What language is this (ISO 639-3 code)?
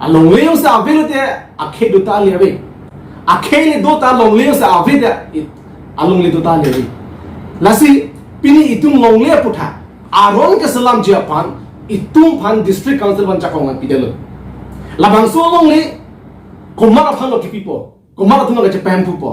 mjw